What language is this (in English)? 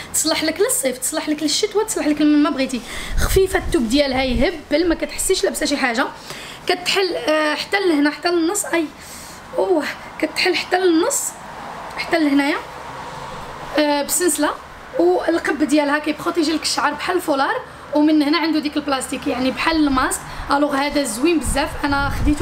Moroccan Arabic